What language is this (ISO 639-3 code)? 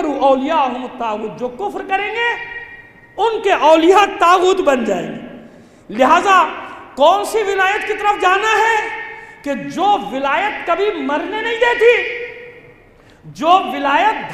urd